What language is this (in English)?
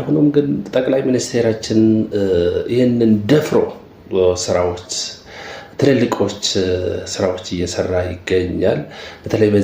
Amharic